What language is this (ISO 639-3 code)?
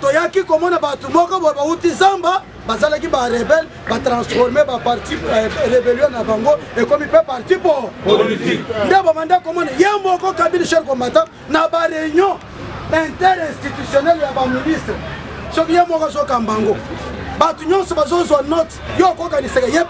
lin